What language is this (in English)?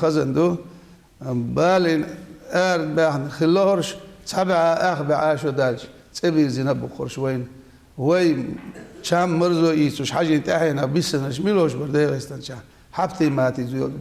Chechen